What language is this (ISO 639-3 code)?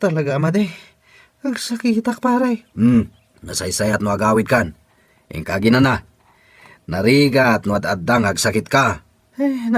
ilo